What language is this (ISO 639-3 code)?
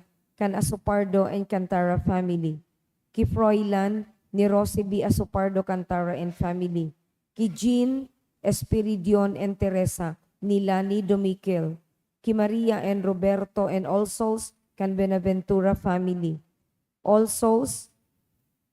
bik